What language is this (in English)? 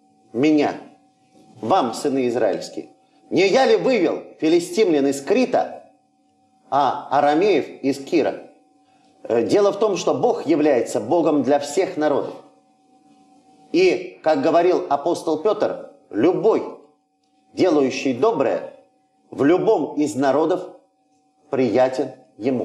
Russian